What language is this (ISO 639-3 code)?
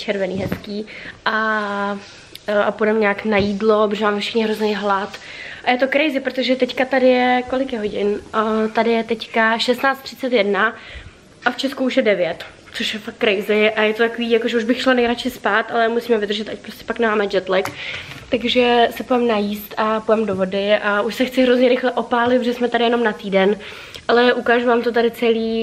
ces